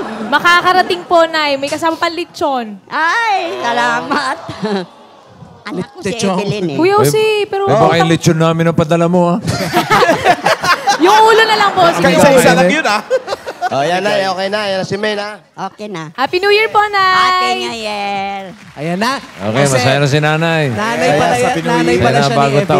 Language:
Filipino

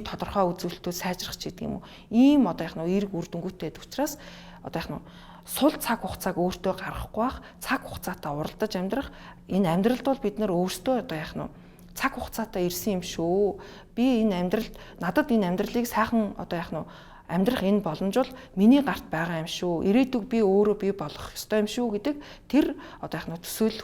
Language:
Mongolian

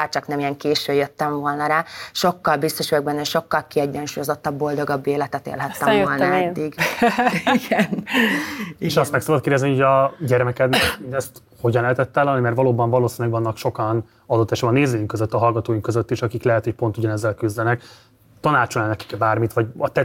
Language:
Hungarian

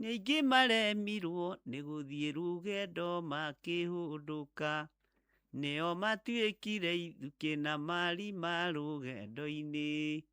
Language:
Kikuyu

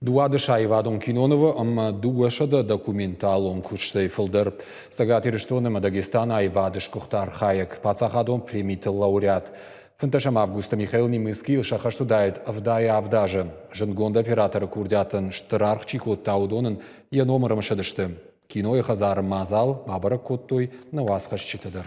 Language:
Ossetic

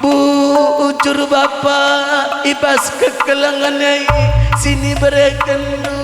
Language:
Batak Karo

